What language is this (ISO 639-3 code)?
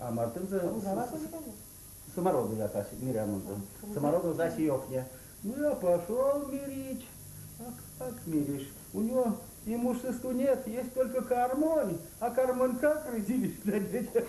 myv